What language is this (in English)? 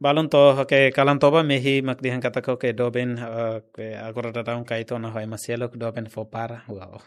Tetum